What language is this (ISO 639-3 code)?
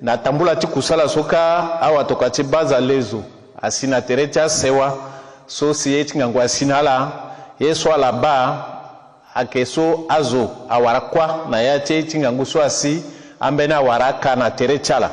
sag